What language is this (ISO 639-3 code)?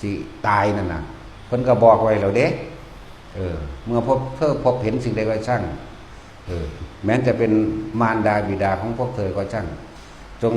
tts